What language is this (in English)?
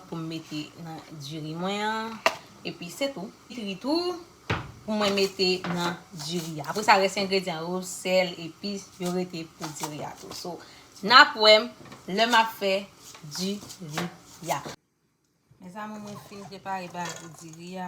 Haitian Creole